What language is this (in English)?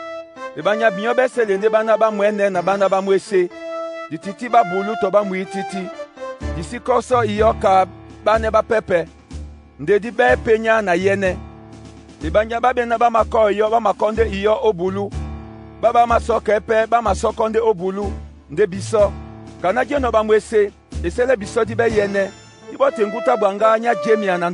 Duala